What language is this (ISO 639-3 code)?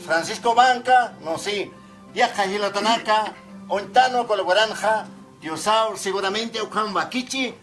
aym